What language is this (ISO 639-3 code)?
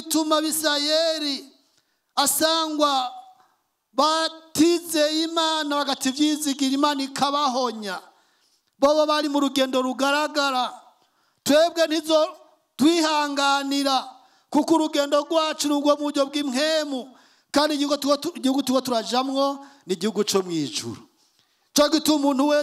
run